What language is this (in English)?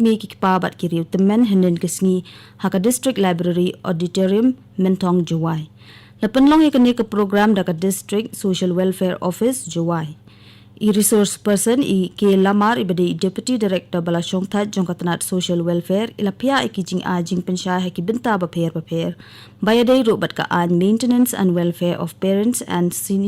Khasi